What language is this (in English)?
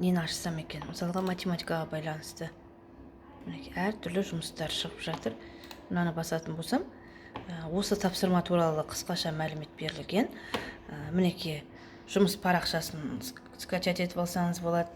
Kazakh